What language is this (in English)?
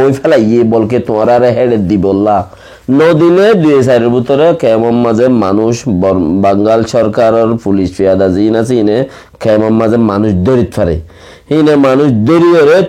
Rohingya